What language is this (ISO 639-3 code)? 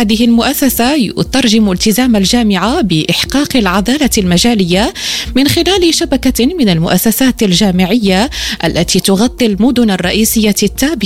ara